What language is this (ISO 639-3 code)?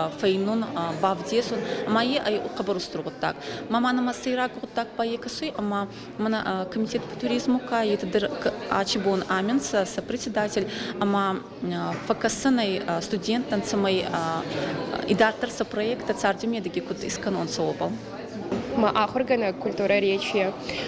oss